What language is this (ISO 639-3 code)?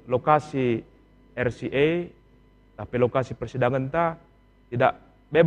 btx